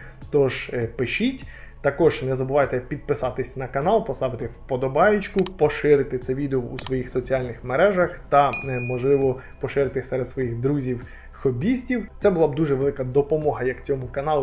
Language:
Ukrainian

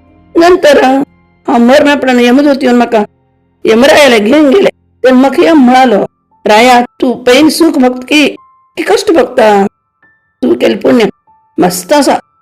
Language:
Konkani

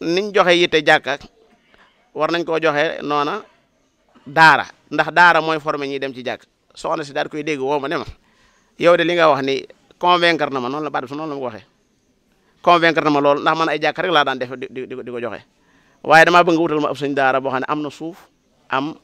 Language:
Wolof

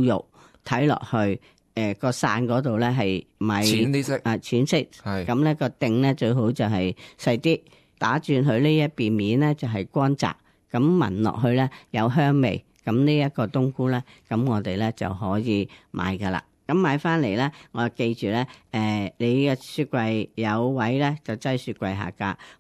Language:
Cantonese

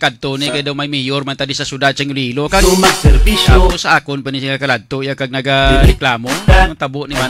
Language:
Hiligaynon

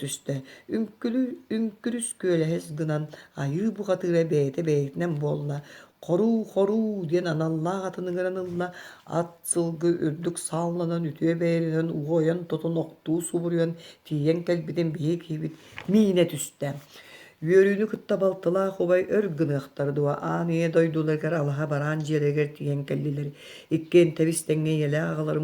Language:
Yakut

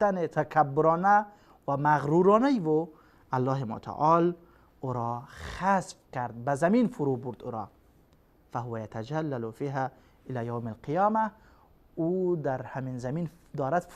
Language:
Persian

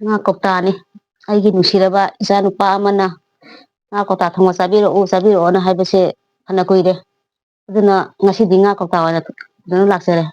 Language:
Manipuri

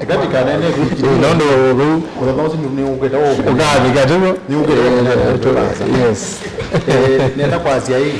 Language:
Kamba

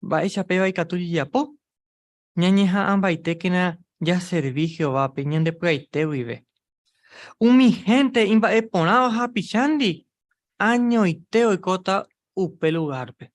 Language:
Guarani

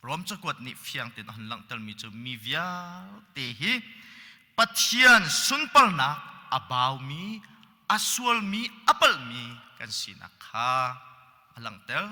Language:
Hakha Chin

